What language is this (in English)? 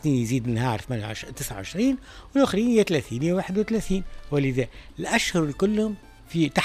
Tunisian Arabic